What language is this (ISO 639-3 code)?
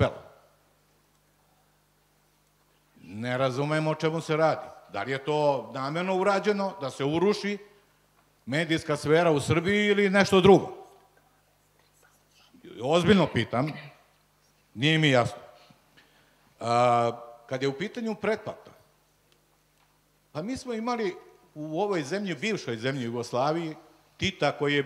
srp